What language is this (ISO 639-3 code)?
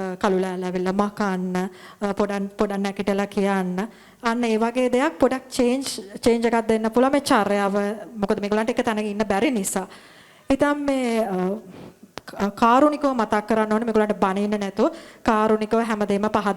sin